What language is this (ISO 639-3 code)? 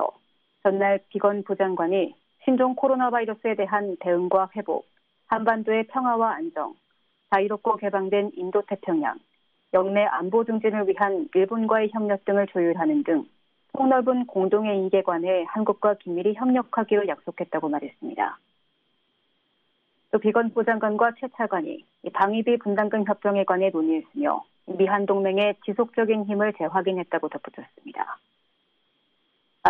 kor